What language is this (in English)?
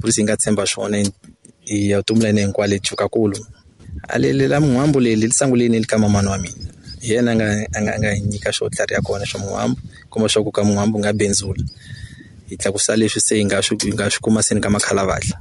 Tsonga